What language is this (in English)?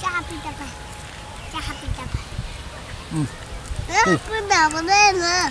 Saraiki